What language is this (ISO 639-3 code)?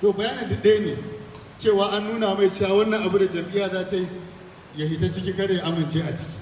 hau